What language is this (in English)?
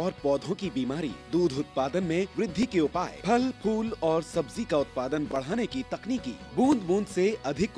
Hindi